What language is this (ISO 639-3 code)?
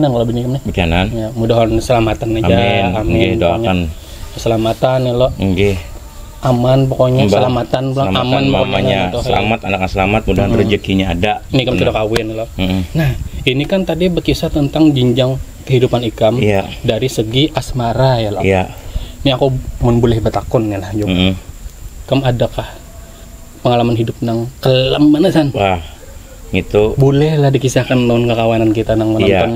bjn